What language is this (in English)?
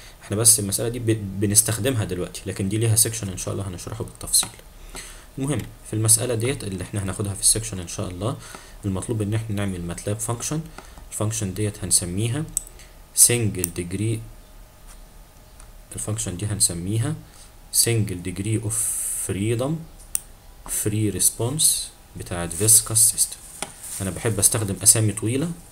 Egyptian Arabic